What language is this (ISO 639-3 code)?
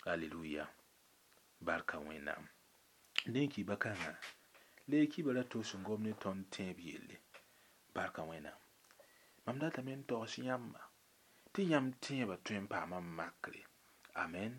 mos